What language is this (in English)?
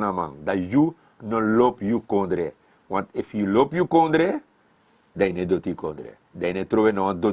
Sranan Tongo